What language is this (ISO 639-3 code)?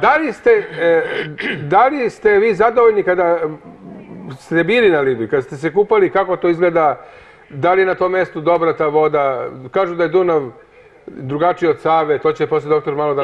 srp